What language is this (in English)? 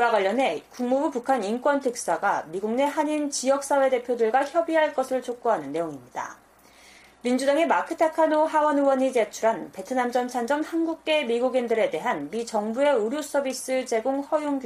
Korean